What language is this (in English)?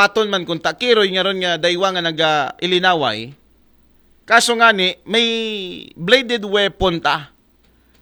Aklanon